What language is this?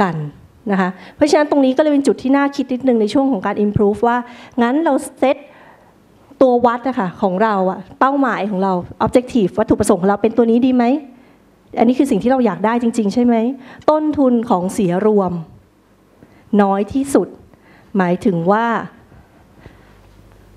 Thai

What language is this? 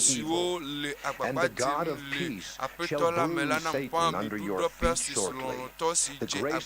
Ewe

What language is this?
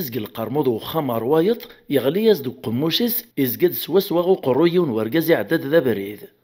Kabyle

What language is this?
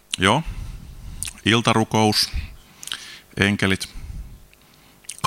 Finnish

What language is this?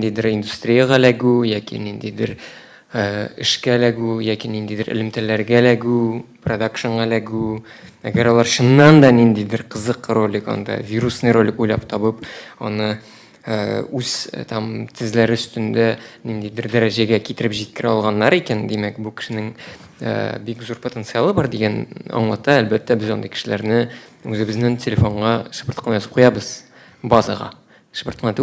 Tatar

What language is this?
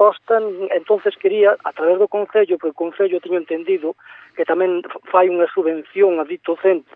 Galician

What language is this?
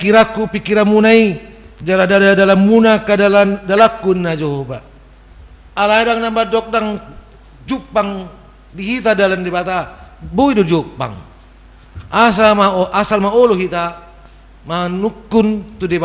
Batak Toba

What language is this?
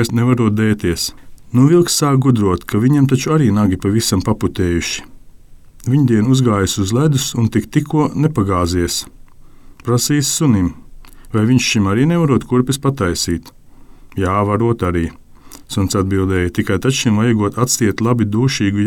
Latvian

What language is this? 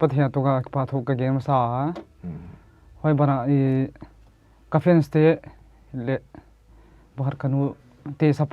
Paite Chin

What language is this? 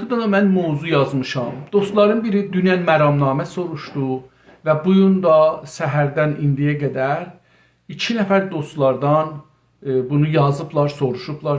South Azerbaijani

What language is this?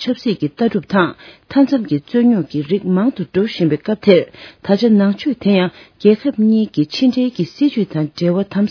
Tibetan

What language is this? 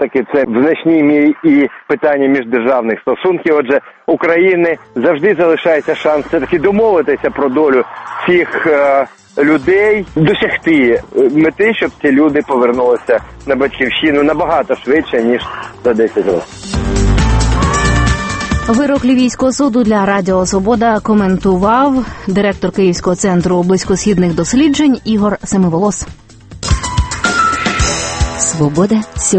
Ukrainian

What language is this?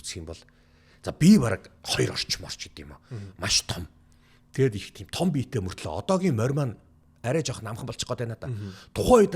Mongolian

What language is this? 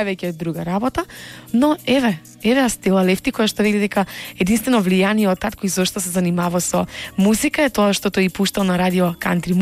Macedonian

